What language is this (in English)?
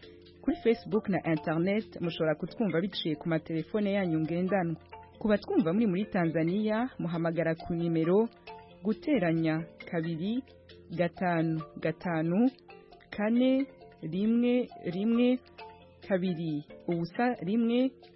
Kinyarwanda